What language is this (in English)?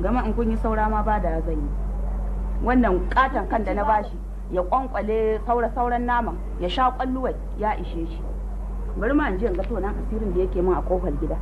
Hausa